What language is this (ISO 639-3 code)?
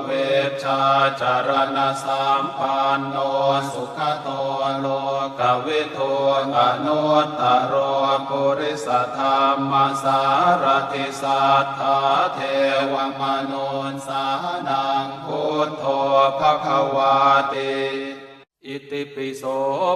pli